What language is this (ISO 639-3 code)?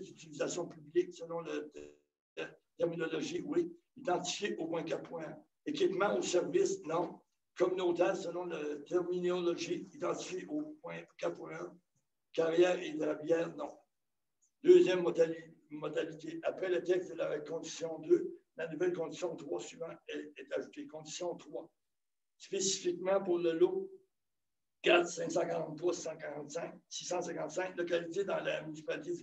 fra